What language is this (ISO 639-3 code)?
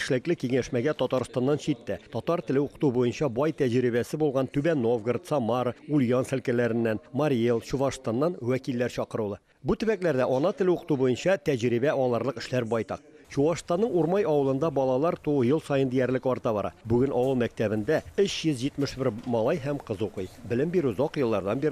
tat